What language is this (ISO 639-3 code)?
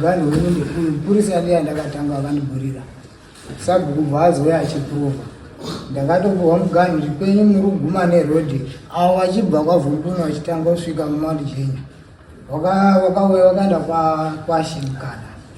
sna